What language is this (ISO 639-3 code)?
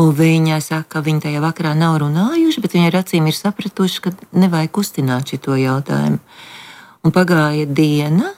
lav